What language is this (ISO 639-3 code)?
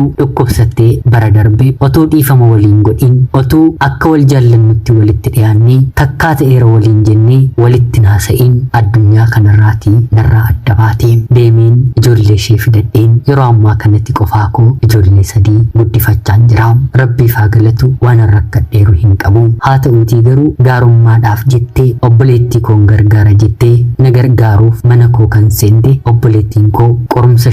orm